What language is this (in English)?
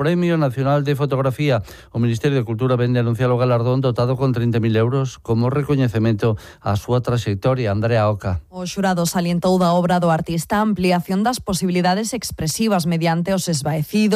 Galician